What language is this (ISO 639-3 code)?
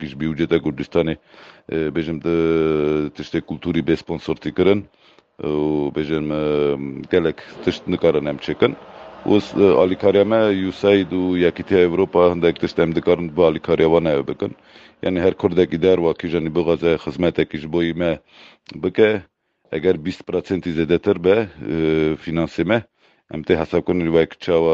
kur